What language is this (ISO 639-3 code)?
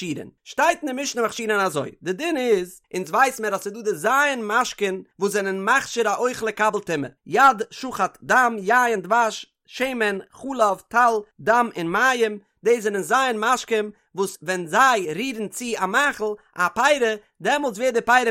yid